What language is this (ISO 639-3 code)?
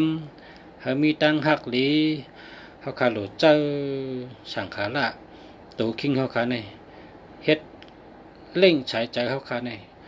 shn